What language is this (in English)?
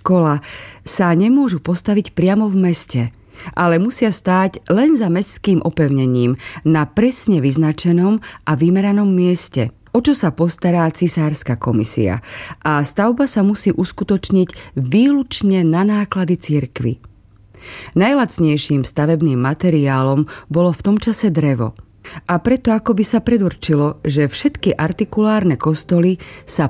Slovak